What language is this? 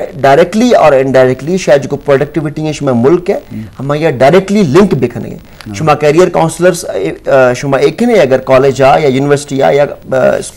Eastern Balochi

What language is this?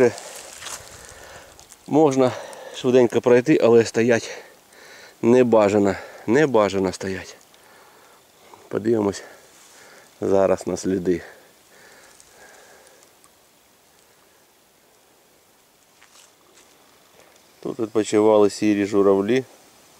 Ukrainian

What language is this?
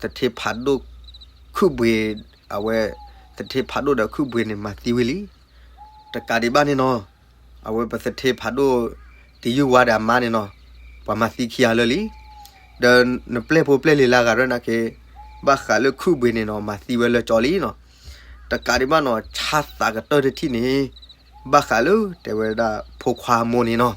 S'gaw Karen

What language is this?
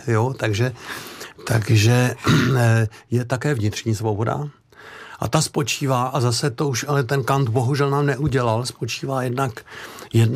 Czech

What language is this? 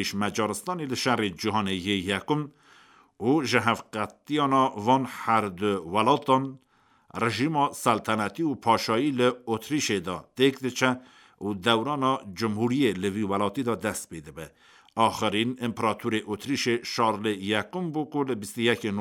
Kurdish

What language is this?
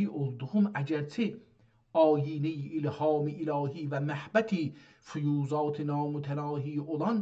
South Azerbaijani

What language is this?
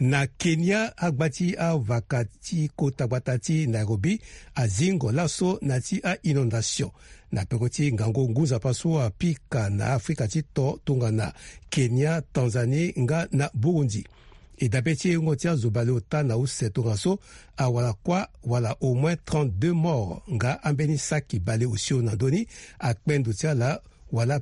Sango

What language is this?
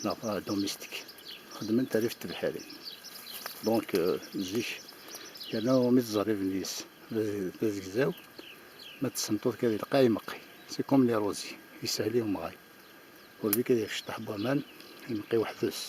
Kabyle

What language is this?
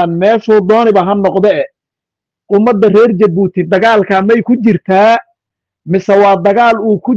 Somali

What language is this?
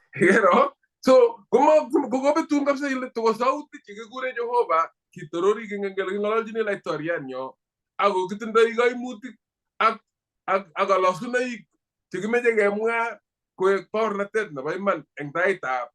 Kalenjin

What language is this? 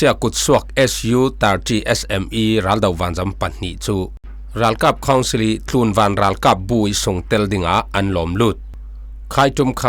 Falam Chin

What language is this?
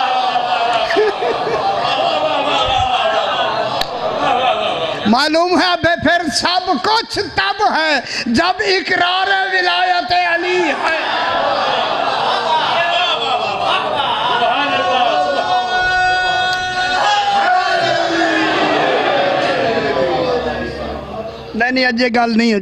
Urdu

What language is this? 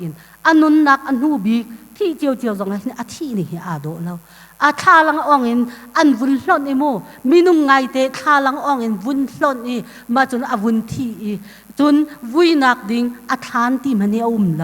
Hakha Chin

